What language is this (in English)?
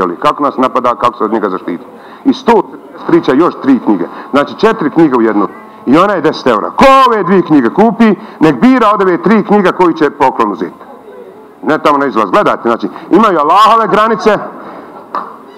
Bosnian